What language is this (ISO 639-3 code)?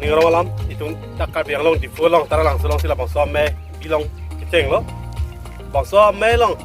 mjw